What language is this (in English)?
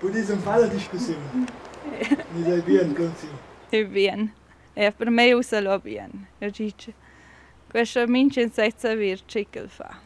Romansh